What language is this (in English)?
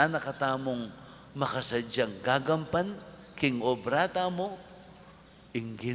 Pampanga